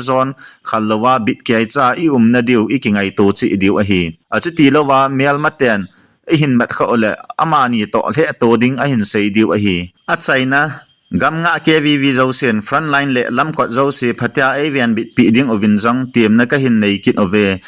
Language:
Thado Chin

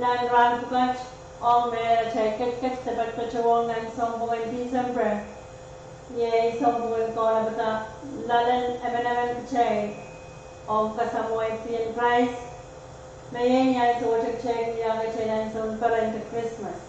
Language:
Pohnpeian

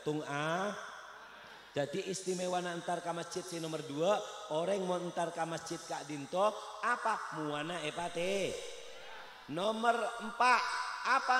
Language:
Madurese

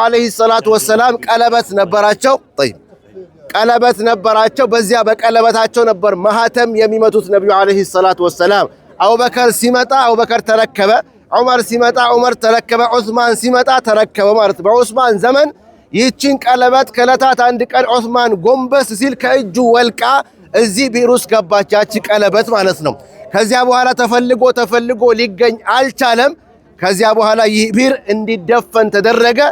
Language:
Amharic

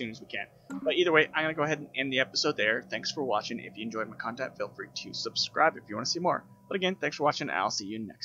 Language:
English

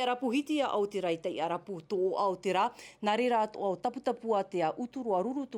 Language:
Tahitian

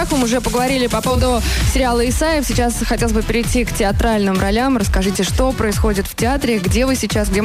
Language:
Russian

